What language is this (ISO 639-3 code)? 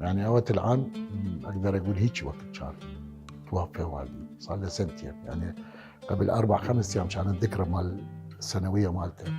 acm